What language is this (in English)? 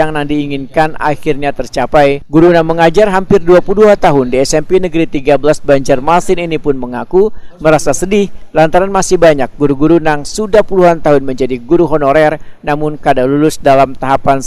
Banjar